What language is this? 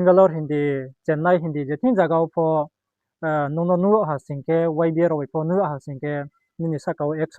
Riang (India)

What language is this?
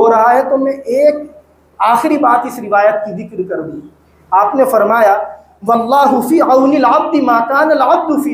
Hindi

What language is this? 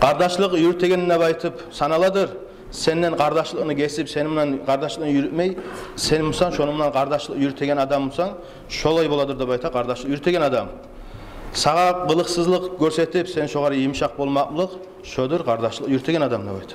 Kumyk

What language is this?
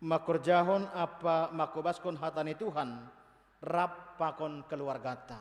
Batak Simalungun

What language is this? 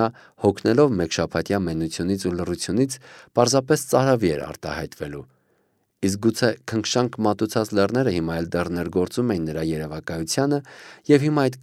Armenian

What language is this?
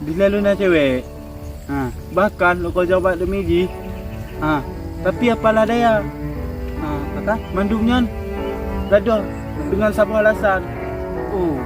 Achinese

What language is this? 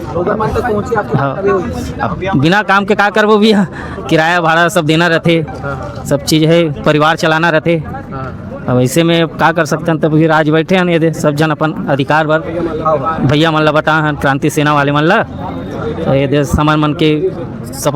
Chhattisgarhi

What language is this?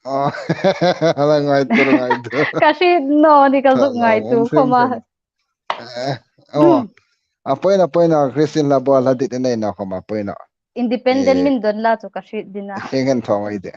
Hmar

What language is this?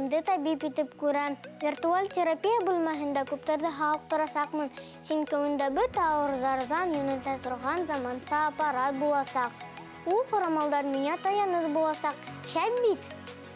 Bashkir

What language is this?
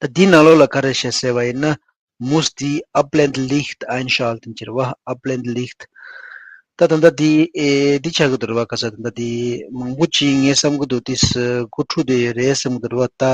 Tibetan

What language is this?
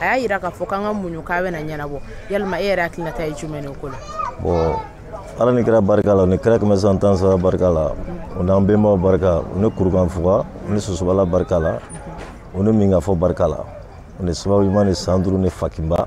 Bambara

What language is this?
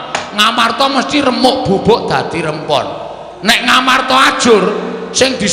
Javanese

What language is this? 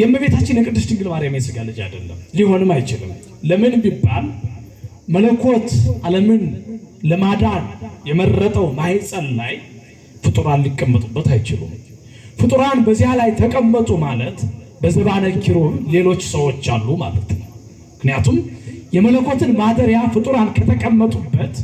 Amharic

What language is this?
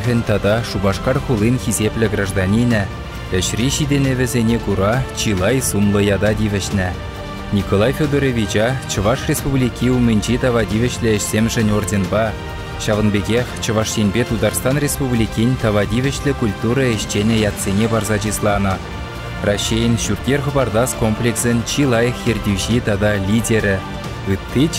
Chuvash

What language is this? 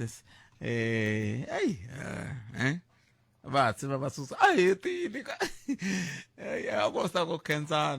Tsonga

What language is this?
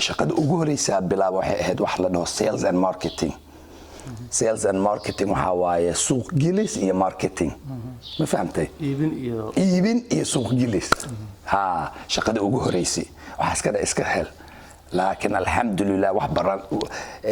Somali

